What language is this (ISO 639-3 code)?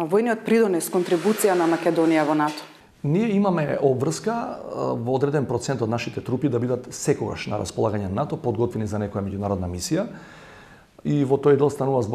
mkd